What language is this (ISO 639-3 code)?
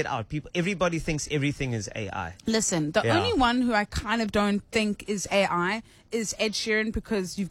eng